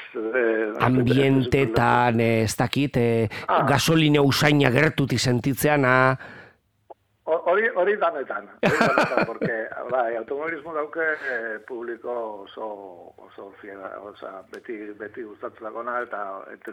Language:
Basque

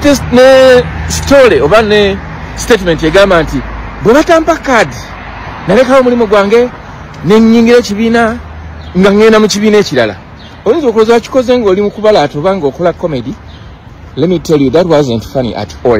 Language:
Ganda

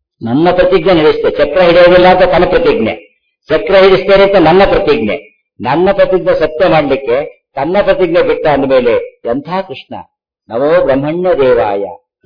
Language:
Kannada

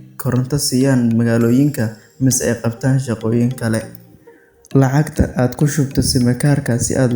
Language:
Somali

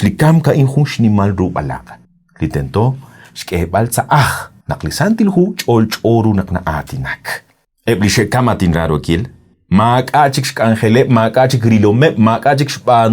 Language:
Kekchí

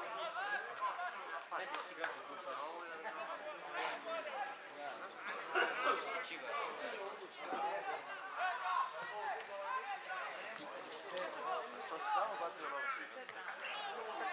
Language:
Serbian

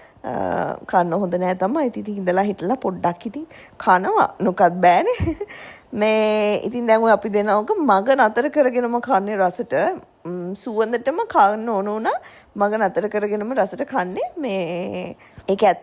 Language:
Sinhala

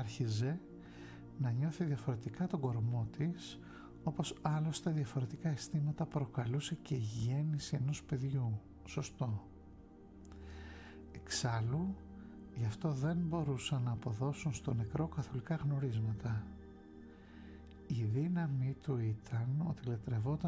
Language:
Greek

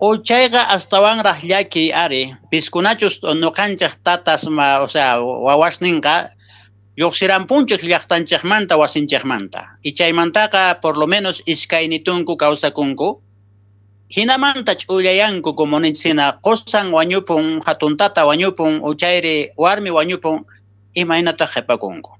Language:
South Bolivian Quechua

